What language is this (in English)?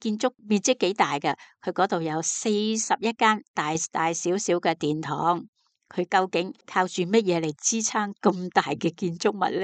Cantonese